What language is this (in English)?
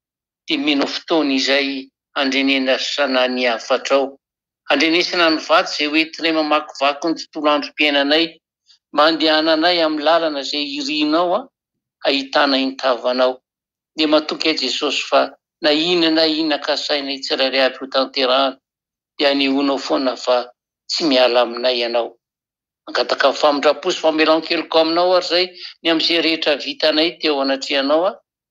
Malagasy